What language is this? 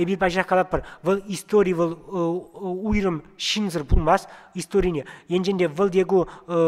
Chuvash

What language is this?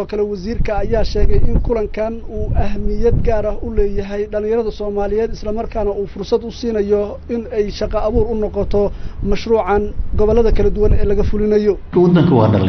Somali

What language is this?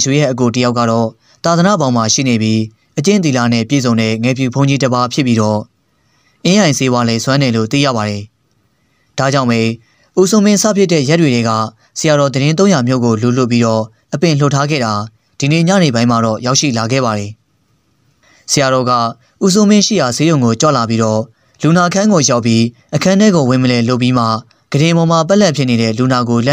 Burmese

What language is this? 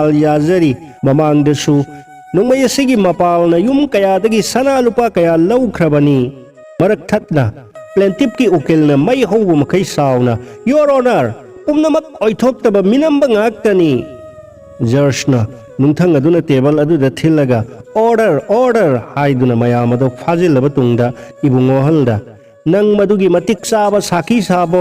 Manipuri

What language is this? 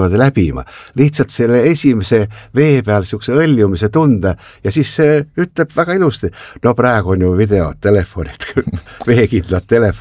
Estonian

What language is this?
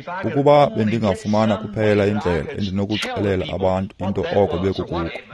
Xhosa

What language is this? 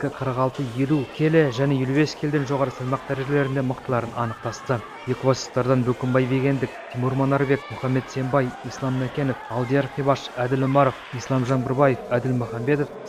Kazakh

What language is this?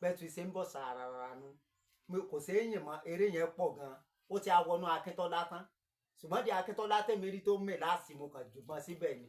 Yoruba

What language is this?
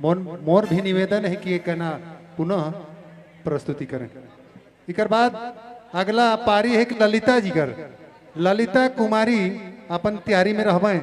Sadri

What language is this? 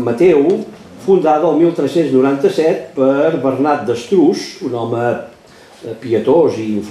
Catalan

